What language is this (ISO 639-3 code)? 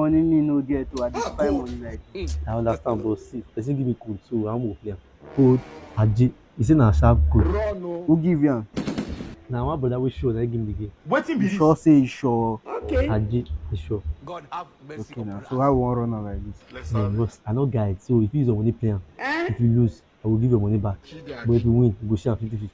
pcm